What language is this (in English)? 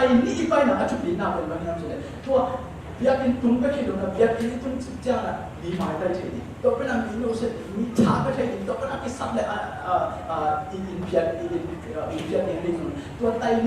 Tedim Chin